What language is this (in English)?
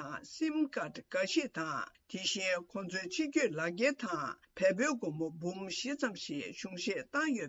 Tibetan